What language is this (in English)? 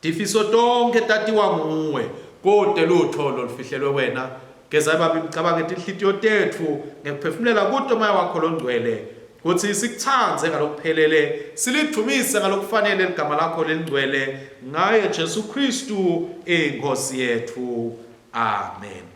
Swati